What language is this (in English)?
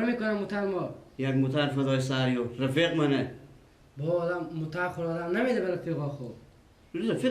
Persian